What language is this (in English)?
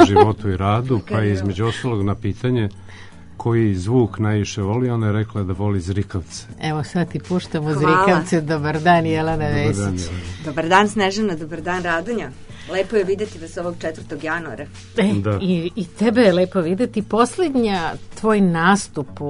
Serbian